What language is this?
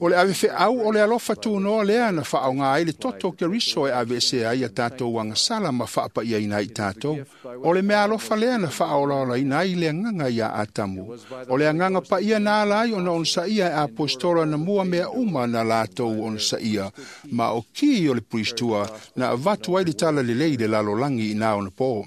Samoan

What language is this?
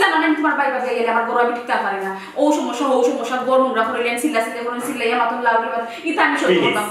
Sylheti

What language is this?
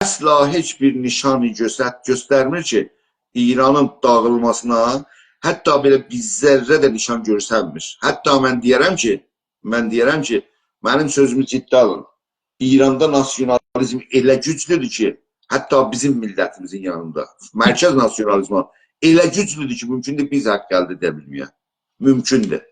South Azerbaijani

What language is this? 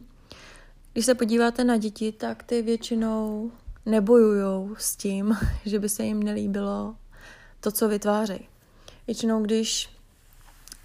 Czech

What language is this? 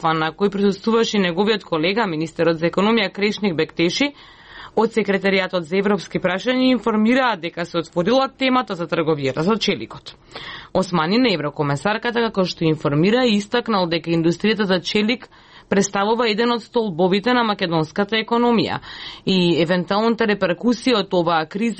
Macedonian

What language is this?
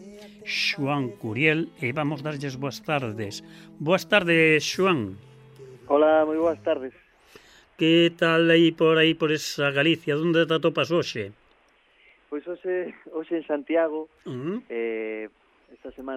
Galician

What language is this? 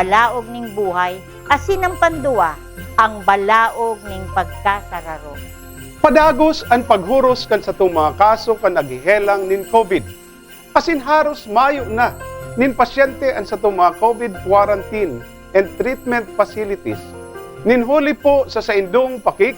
Bikol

